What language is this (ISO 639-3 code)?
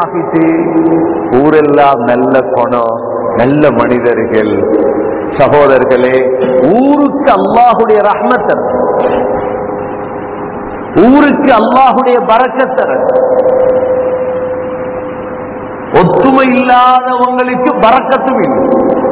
tam